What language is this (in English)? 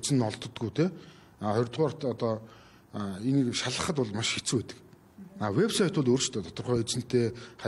Mongolian